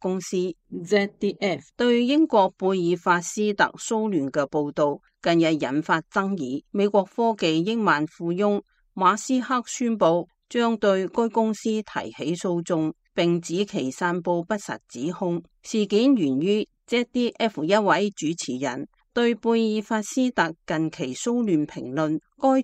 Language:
Cantonese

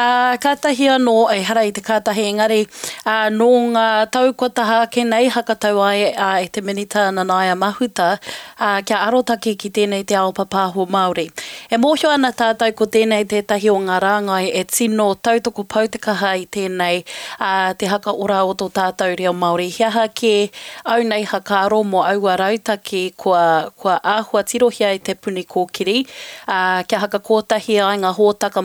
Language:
Māori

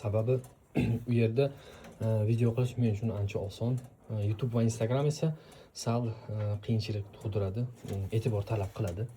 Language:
Uzbek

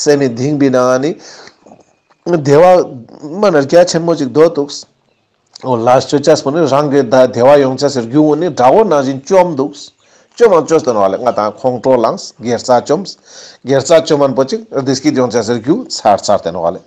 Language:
Ladakhi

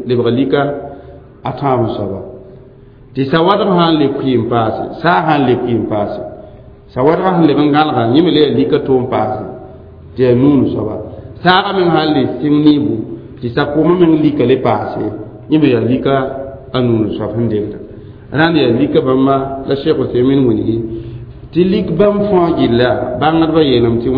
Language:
Mossi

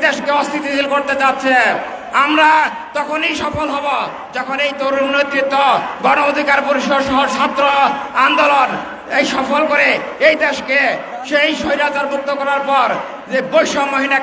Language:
Bangla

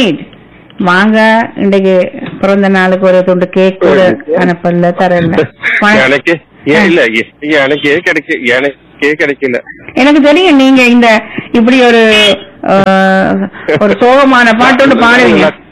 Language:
Tamil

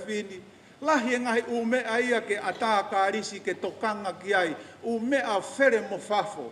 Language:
Tongan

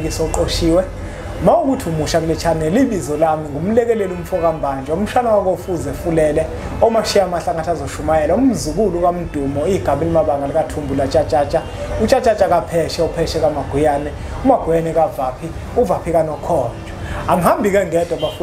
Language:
Zulu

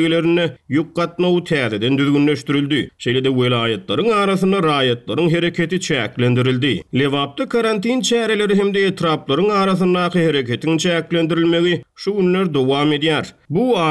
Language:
Turkmen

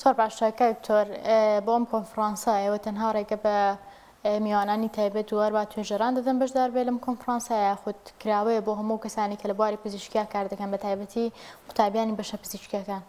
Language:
Central Kurdish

